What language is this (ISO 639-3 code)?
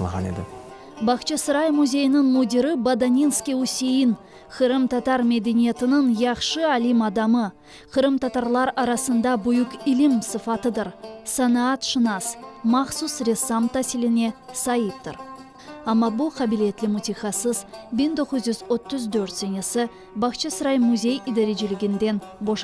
crh